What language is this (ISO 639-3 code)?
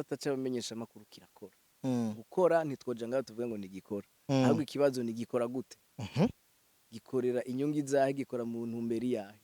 run